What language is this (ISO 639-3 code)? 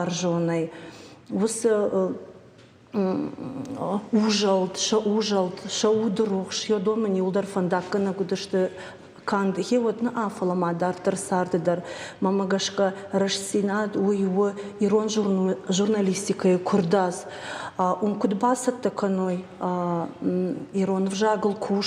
oss